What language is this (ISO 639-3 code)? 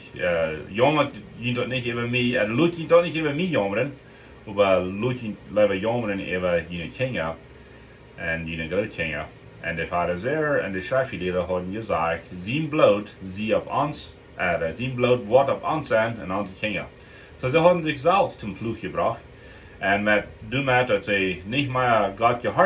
pdt